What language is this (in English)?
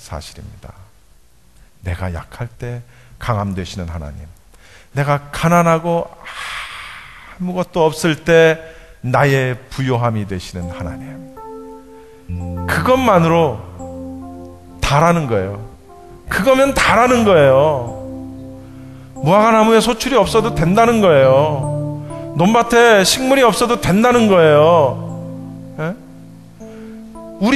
Korean